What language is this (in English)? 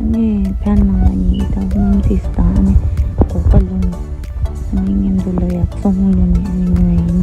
Tibetan